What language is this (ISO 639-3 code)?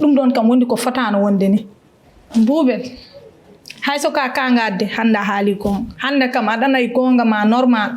ful